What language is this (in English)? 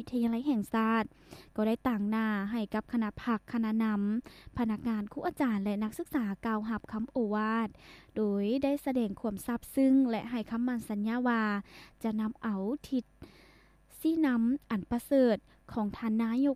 Lao